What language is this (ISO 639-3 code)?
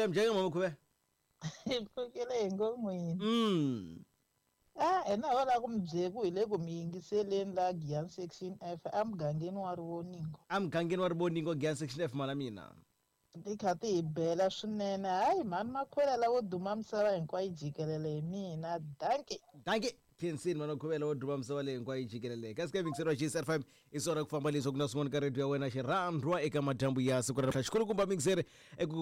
tso